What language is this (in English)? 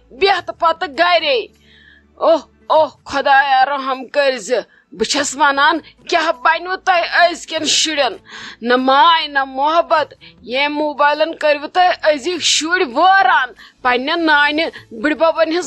Kashmiri